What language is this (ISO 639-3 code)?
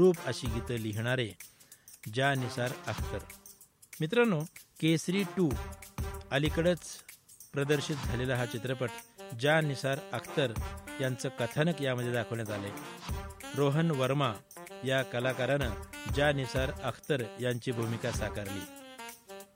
mar